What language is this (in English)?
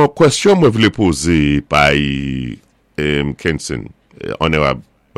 Saint Lucian Creole French